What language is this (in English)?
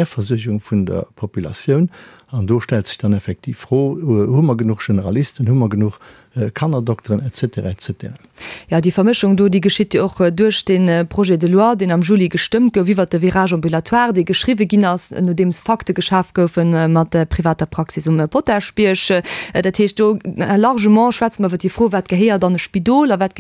Luxembourgish